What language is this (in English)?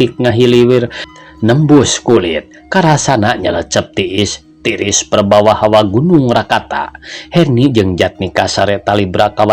Sundanese